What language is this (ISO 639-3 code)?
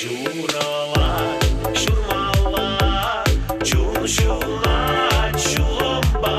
chv